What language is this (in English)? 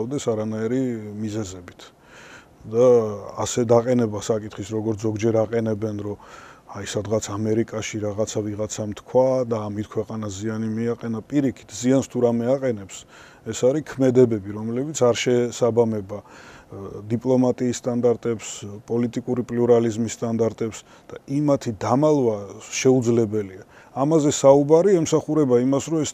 Georgian